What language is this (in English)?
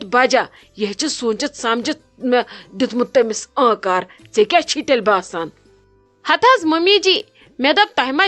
Kashmiri